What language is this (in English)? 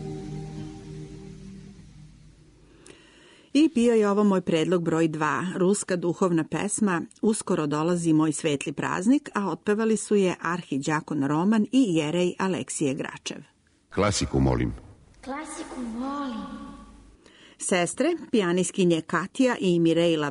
Serbian